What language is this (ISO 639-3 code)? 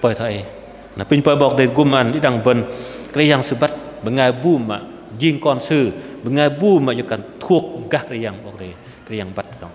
bdq